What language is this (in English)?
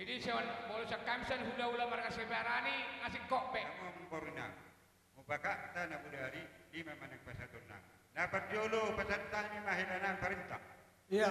Batak Toba